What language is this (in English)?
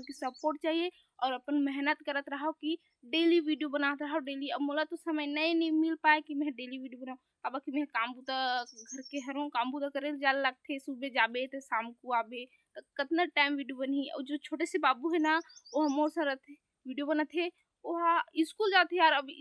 Chhattisgarhi